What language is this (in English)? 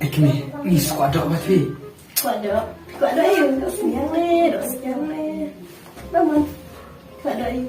Khasi